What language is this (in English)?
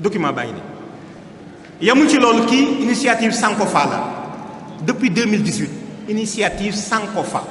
Wolof